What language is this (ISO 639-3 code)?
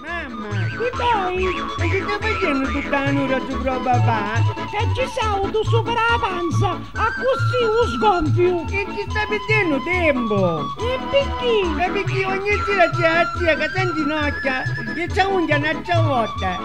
scn